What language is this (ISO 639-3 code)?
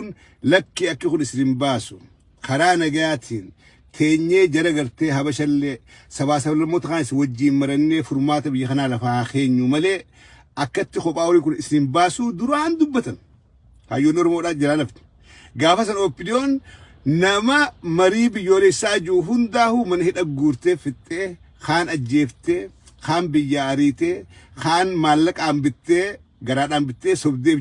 orm